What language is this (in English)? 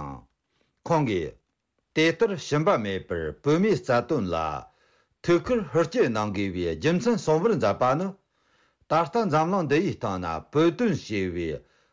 Tibetan